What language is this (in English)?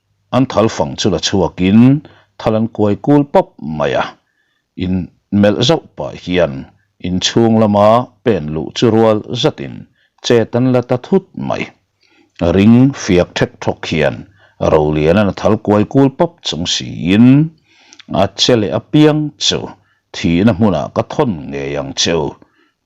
Mizo